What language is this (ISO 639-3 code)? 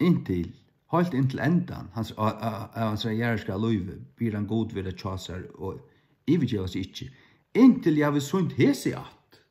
fao